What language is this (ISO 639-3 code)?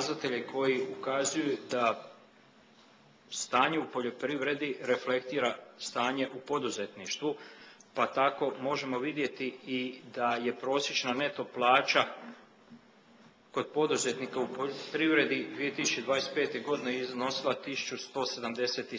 hrv